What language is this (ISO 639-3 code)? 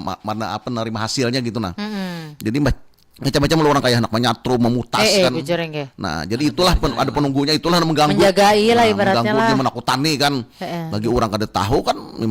bjn